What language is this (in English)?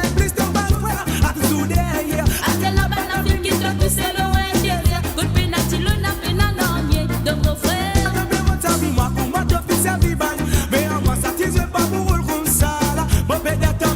Morisyen